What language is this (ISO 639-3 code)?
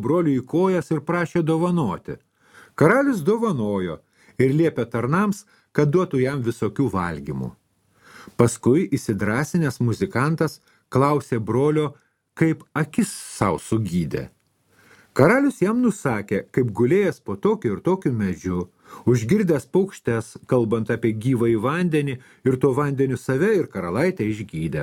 lit